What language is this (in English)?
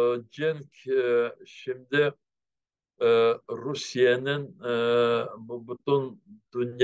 Crimean Tatar